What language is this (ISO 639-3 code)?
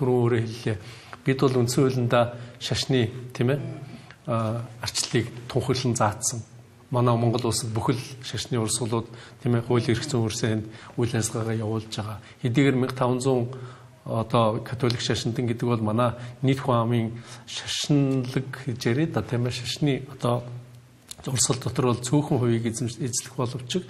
mon